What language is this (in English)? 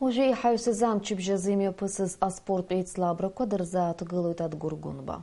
Abkhazian